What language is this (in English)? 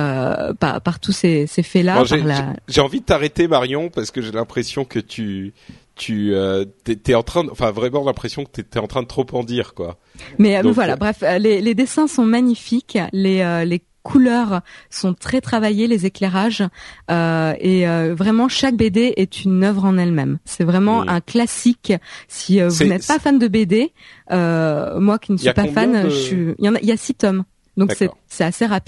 French